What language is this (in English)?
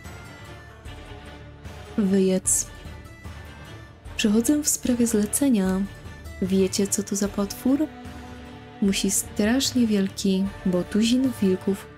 Polish